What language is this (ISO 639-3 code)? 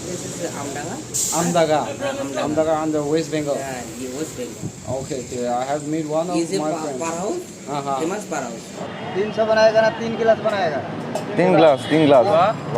nag